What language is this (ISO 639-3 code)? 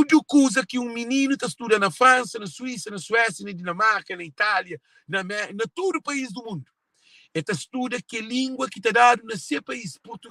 kea